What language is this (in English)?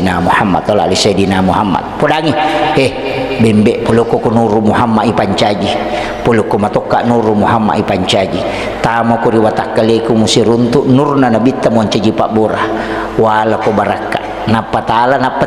Buginese